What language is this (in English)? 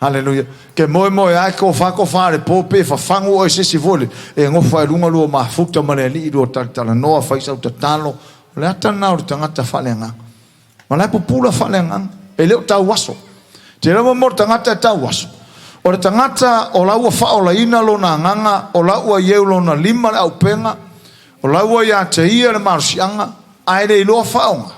Samoan